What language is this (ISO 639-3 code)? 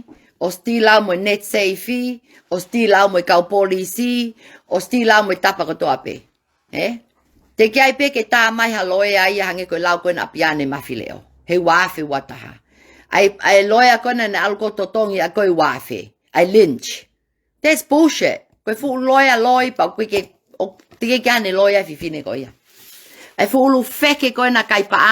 ton